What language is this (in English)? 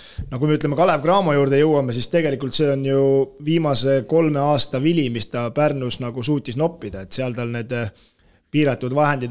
Estonian